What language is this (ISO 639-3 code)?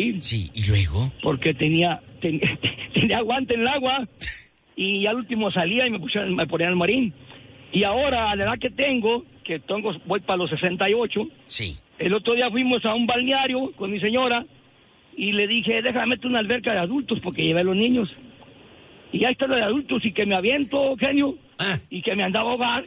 spa